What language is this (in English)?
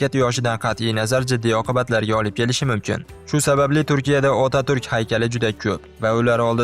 Uzbek